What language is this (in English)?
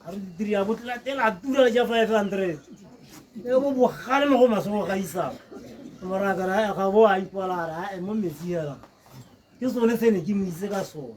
Tswana